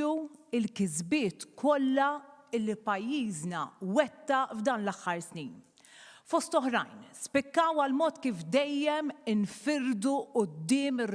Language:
Maltese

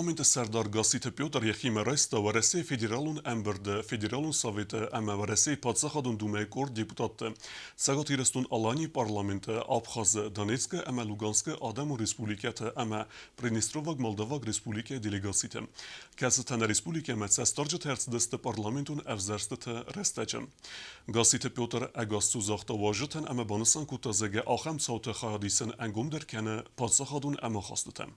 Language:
Ossetic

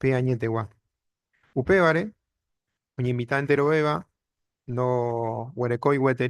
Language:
Guarani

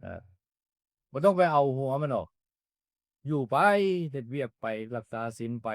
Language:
Northeastern Thai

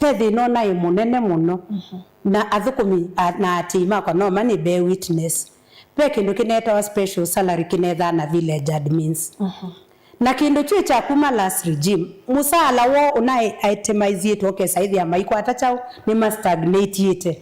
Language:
Kamba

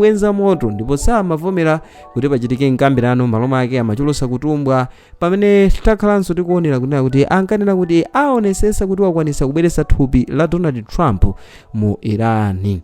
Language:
Nyanja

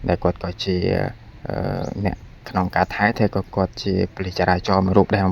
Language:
Khmer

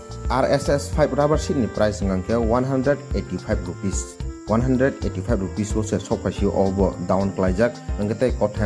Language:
Kok Borok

